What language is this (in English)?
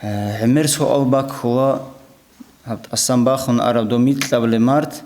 Avaric